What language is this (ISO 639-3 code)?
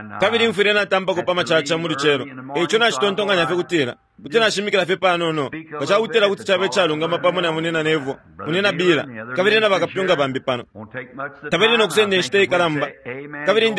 bem